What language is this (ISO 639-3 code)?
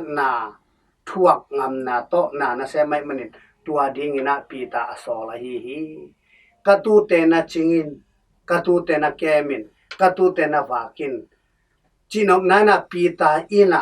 ctd